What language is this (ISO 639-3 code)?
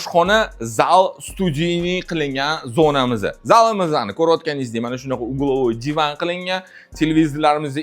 uzb